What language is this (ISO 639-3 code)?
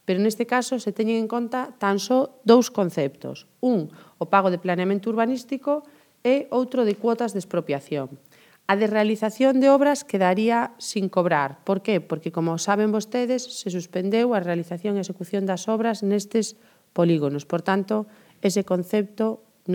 glg